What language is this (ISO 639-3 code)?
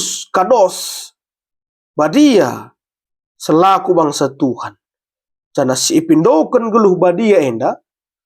btx